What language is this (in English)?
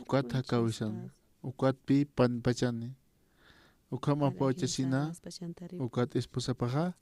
Aymara